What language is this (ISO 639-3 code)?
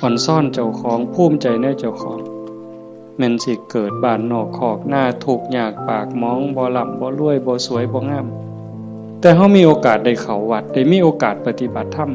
tts